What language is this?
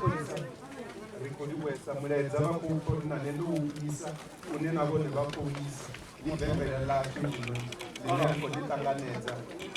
Venda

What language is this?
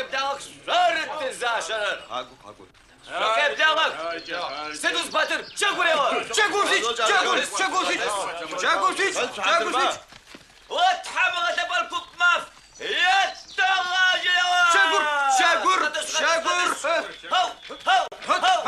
Adyghe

